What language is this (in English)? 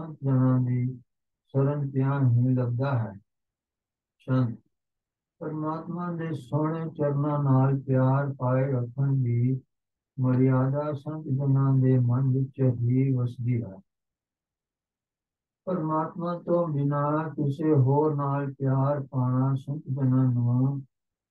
Punjabi